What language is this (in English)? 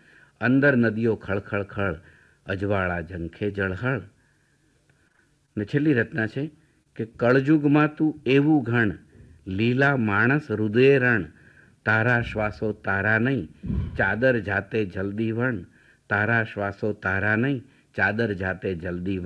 Gujarati